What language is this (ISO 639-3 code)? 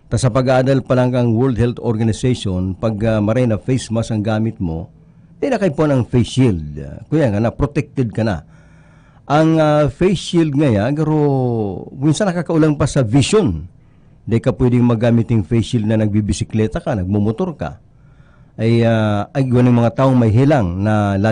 bik